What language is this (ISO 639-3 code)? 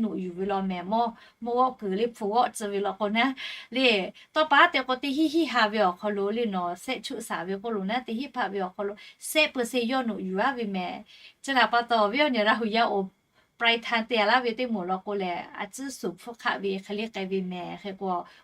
lhu